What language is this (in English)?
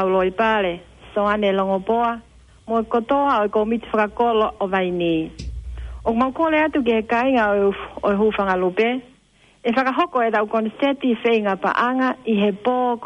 Tongan